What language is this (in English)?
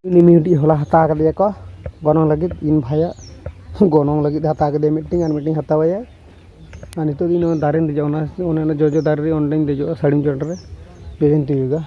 Santali